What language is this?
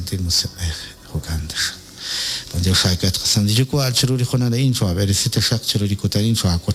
Kekchí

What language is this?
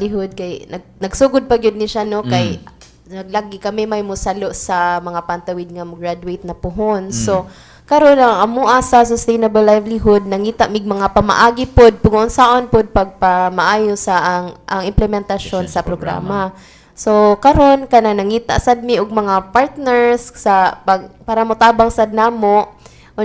Cebuano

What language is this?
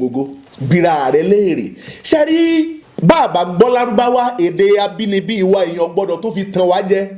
Yoruba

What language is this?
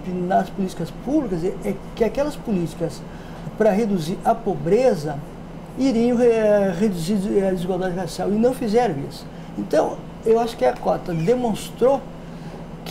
Portuguese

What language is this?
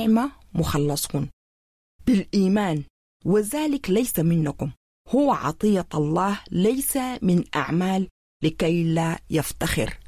Sudanese Arabic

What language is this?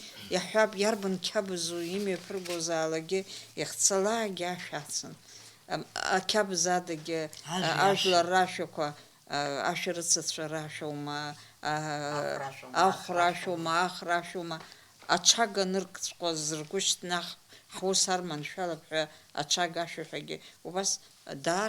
Abkhazian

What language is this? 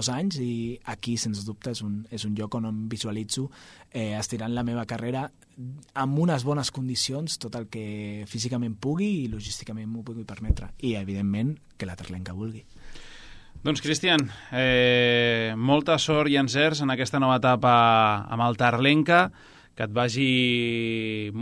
Catalan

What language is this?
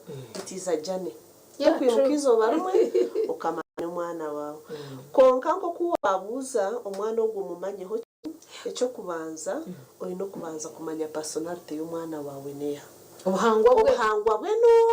Nyankole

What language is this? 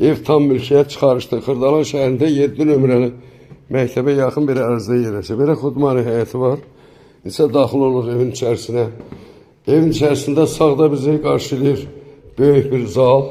Azerbaijani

